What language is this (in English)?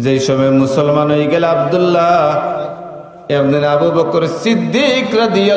Sylheti